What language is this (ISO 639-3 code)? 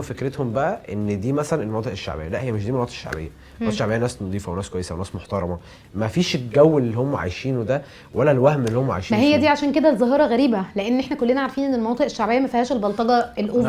arz